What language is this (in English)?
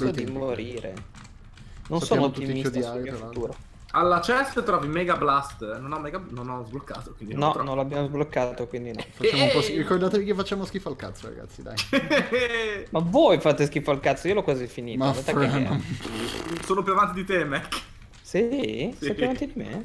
Italian